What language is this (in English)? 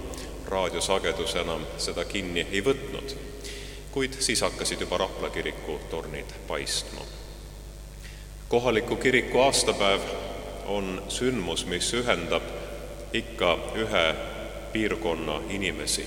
Estonian